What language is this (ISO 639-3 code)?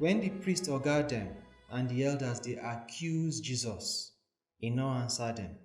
pcm